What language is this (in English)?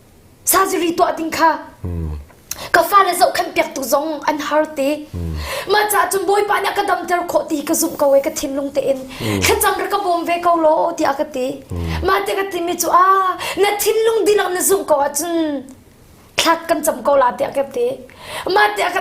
Hakha Chin